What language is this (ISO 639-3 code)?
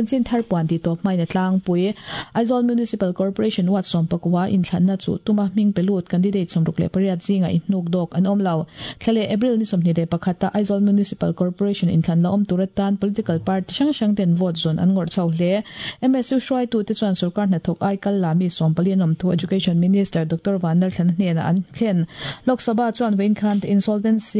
lus